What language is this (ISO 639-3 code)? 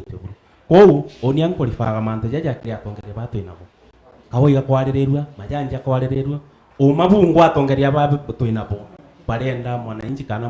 mer